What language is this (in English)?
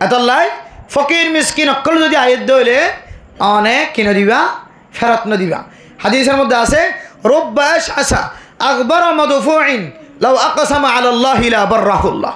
Rohingya